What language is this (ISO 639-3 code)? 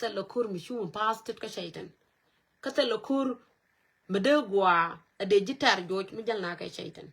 nus